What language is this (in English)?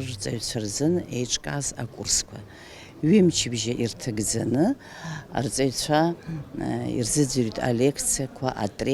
Abkhazian